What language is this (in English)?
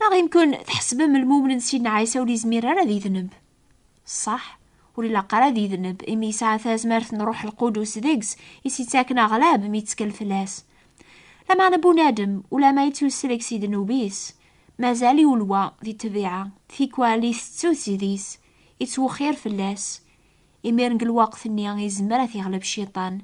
Kabyle